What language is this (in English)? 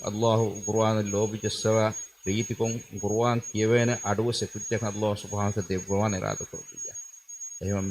Divehi